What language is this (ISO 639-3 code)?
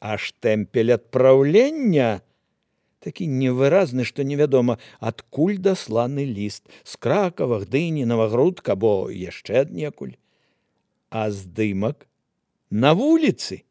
bel